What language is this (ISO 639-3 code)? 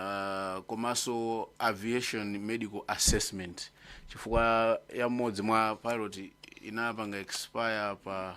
nya